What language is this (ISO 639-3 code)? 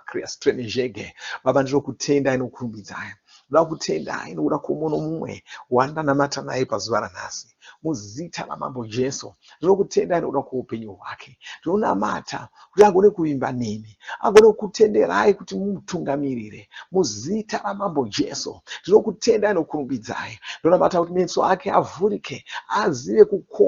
sna